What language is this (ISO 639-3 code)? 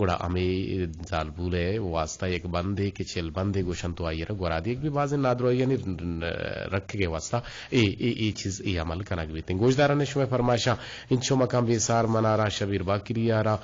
bgp